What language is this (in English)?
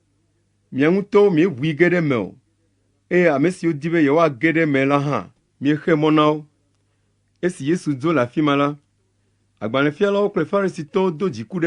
Ewe